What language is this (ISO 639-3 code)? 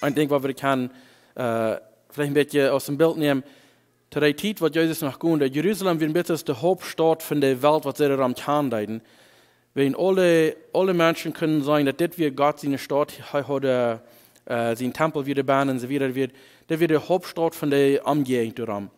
pdt